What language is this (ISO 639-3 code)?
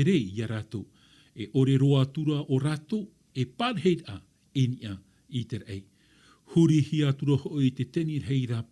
tah